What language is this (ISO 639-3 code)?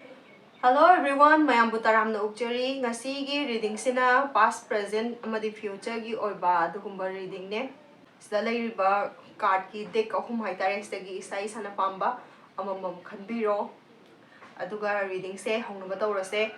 mni